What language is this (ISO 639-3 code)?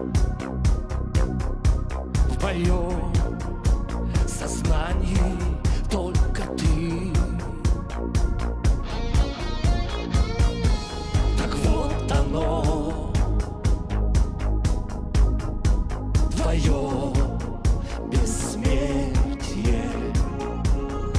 rus